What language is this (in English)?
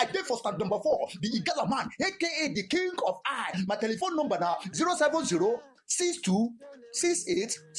Nigerian Pidgin